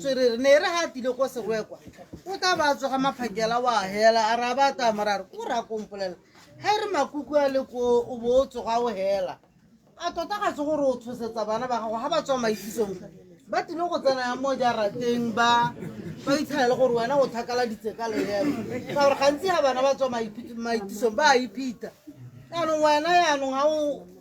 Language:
Tswana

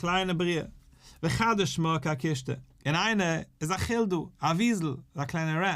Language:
Yiddish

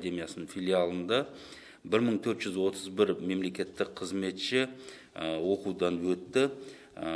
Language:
Kazakh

